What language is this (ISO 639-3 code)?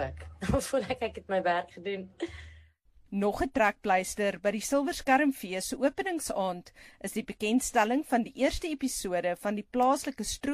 afr